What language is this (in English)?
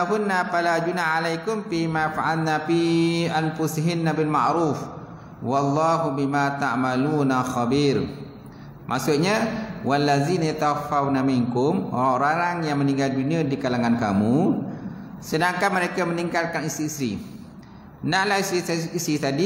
Malay